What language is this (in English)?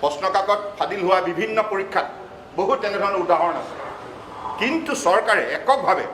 Assamese